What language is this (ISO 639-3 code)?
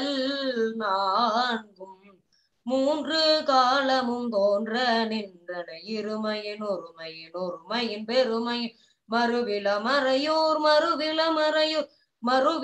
tam